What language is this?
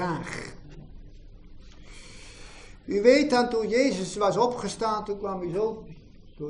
Dutch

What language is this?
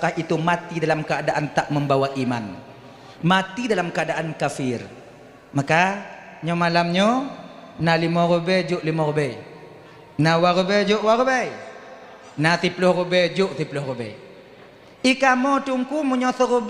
Achinese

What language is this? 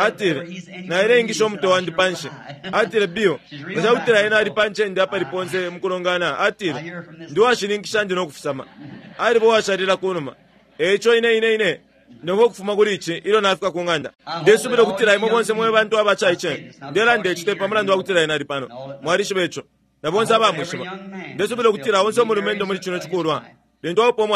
Bemba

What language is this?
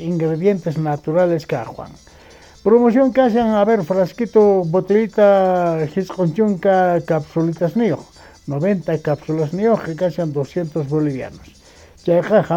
South Bolivian Quechua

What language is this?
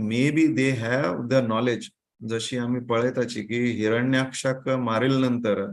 Konkani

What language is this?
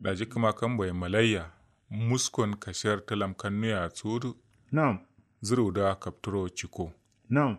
Kanuri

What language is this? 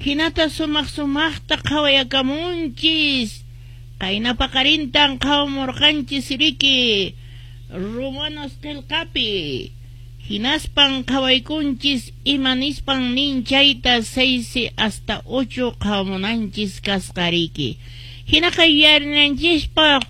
Quechua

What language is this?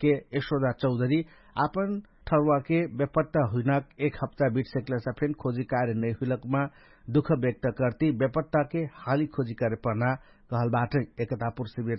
Dangaura Tharu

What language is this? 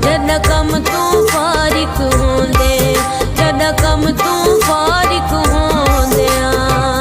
Pahari-Potwari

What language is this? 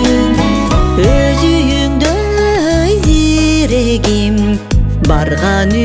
Kyrgyz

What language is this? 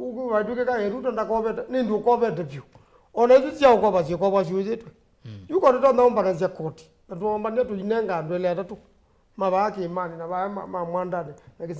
Kamba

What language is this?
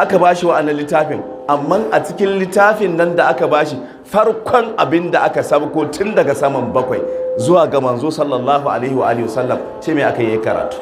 Hausa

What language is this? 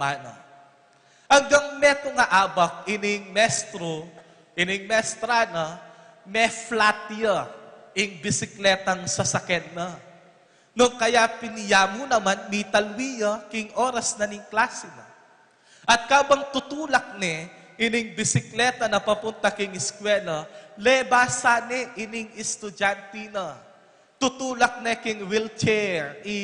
Pampanga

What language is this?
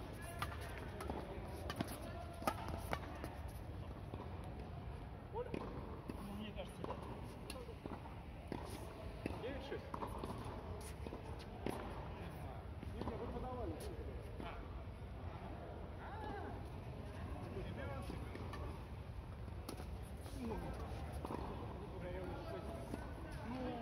Russian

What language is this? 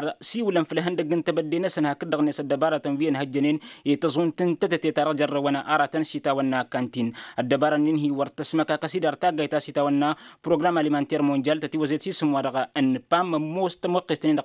Tamasheq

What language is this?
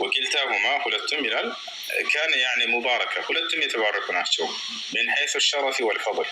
Amharic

